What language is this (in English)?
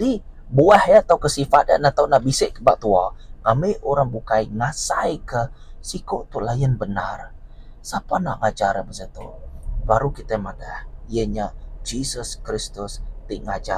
Iban